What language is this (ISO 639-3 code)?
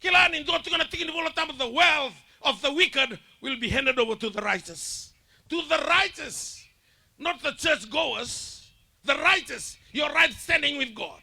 fij